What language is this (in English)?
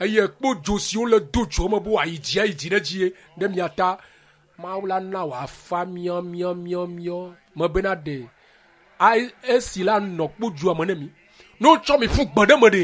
Ewe